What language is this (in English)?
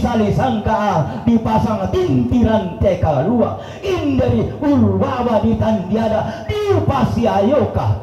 Toraja-Sa'dan